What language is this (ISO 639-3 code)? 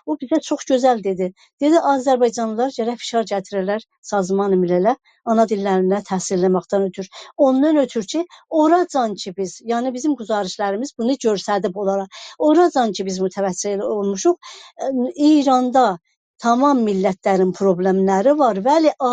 azb